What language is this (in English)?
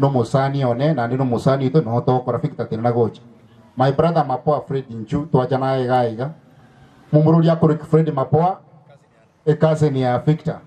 Gusii